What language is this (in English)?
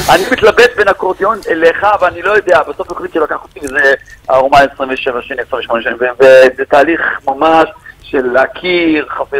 Hebrew